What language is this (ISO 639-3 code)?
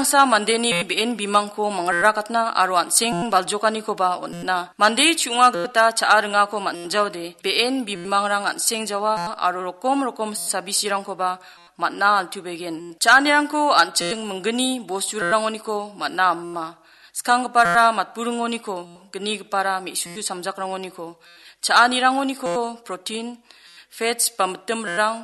grt